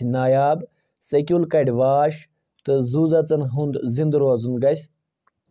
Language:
Kashmiri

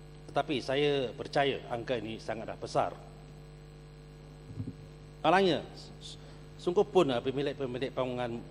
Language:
Malay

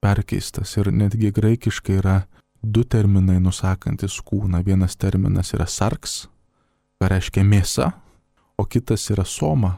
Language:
Lithuanian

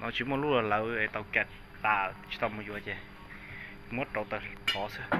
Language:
Hmong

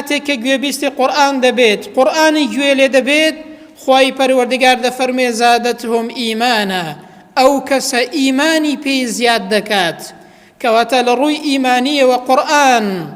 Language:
Central Kurdish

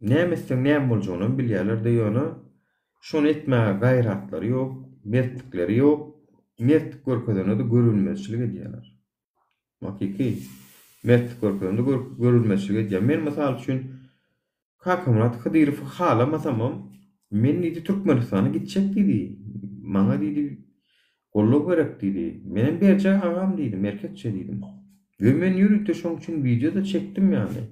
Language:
Turkmen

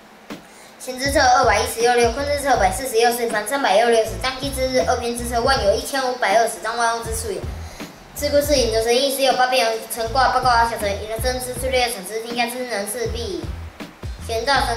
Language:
Literary Chinese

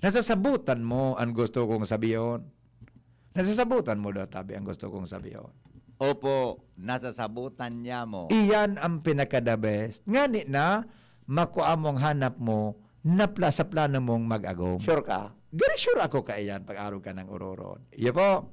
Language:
Bikol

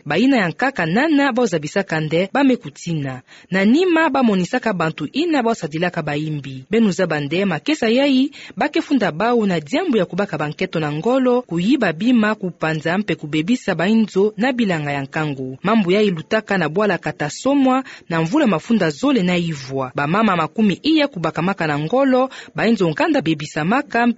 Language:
Kituba (Democratic Republic of Congo)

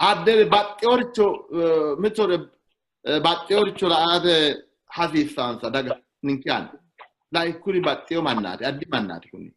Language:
Sidamo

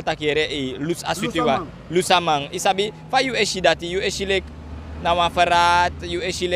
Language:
Sranan Tongo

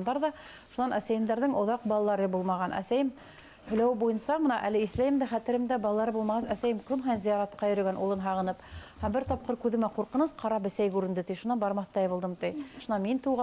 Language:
Bashkir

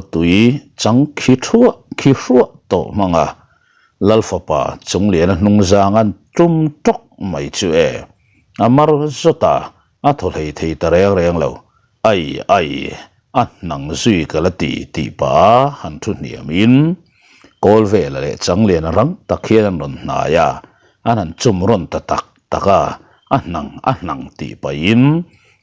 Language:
Mizo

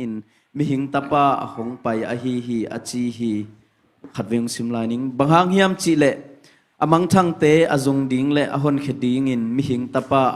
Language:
Tedim Chin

